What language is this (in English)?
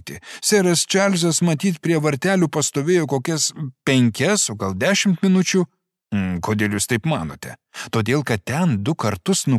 Lithuanian